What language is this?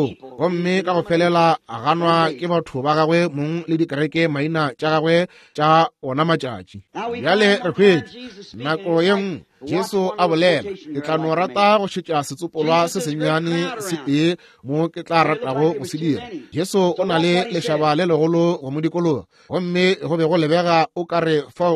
Northern Sotho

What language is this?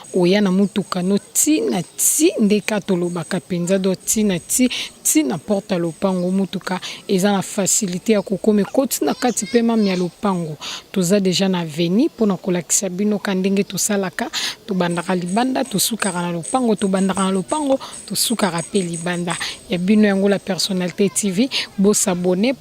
Lingala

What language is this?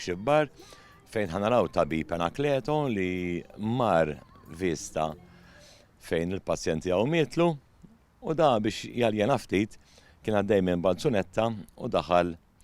Maltese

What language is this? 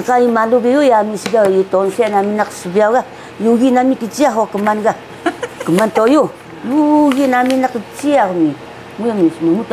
Taroko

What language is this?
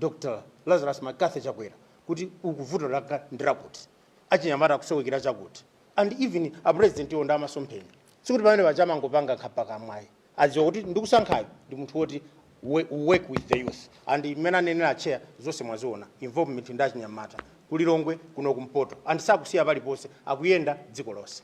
Nyanja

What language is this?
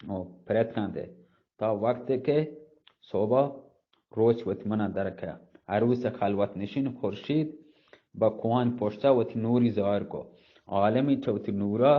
Eastern Balochi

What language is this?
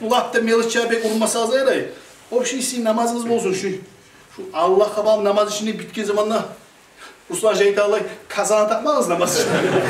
Kumyk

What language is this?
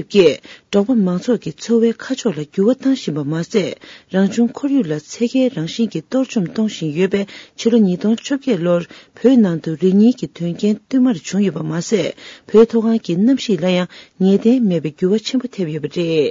Tibetan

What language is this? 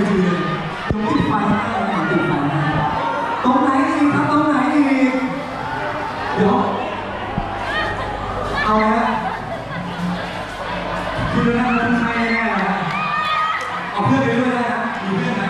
Thai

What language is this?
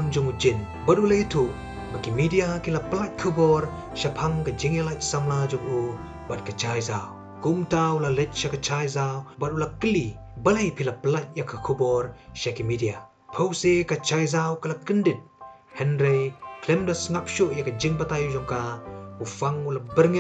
Khasi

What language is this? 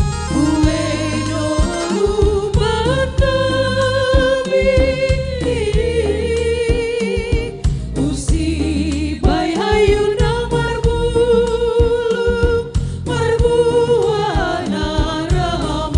Batak Simalungun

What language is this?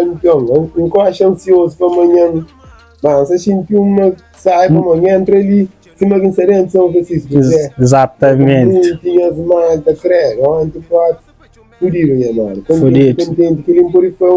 Kabuverdianu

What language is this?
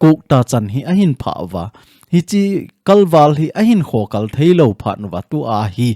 Thado Chin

